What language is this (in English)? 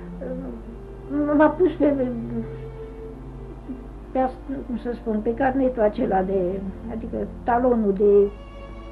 Romanian